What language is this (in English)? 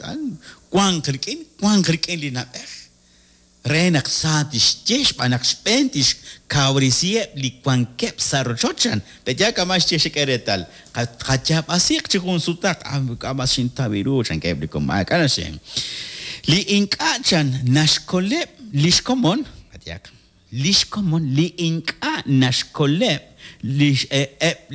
Kekchí